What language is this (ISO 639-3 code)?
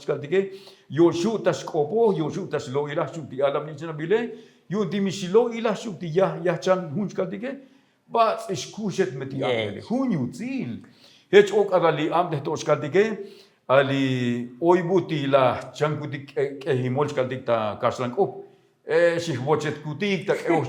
tzo